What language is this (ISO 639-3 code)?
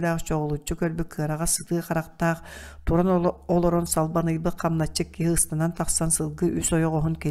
sah